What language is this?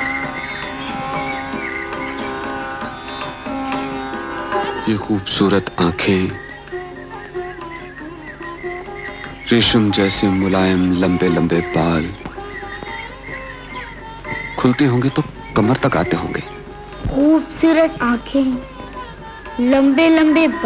Hindi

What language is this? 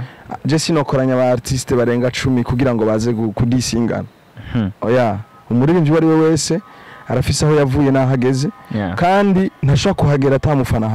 Rundi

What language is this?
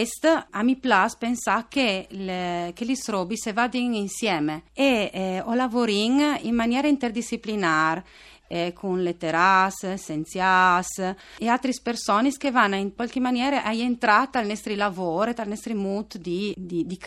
Friulian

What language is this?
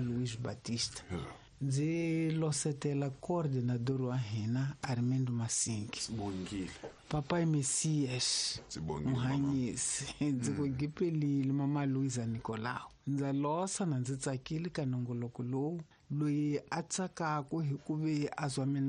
Tsonga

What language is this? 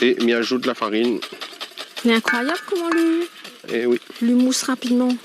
Réunion Creole French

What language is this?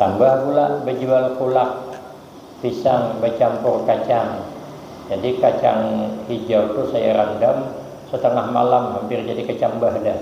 Banjar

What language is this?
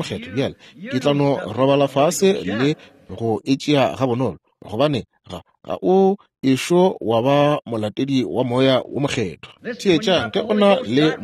Northern Sotho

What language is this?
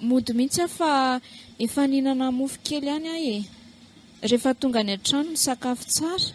Malagasy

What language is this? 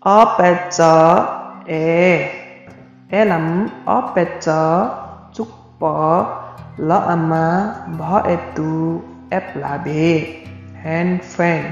Limbu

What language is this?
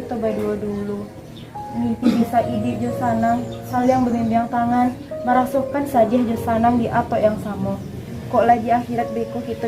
Minangkabau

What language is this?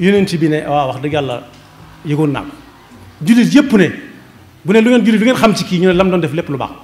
Wolof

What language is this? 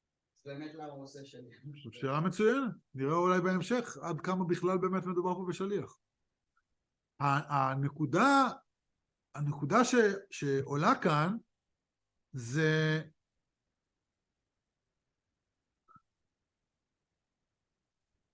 Hebrew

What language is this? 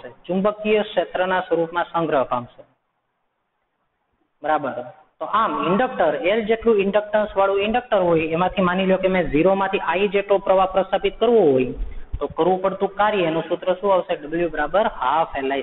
Gujarati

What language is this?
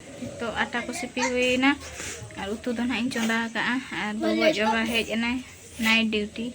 Santali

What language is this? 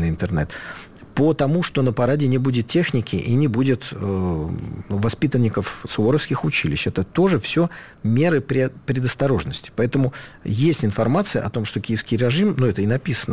Russian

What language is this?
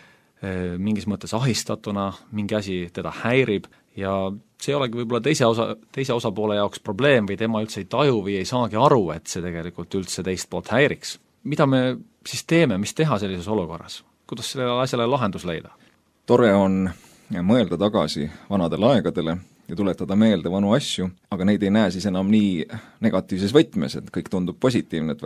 Estonian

